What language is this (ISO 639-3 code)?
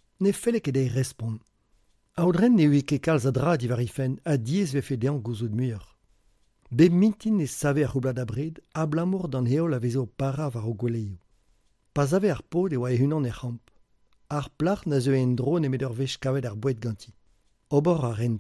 bre